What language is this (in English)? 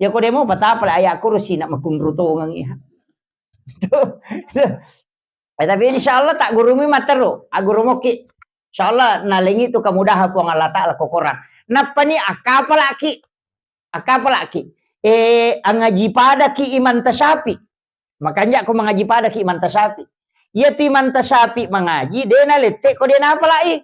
Buginese